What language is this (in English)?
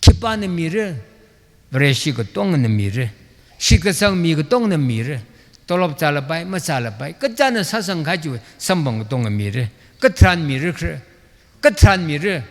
Tangkhul Naga (India)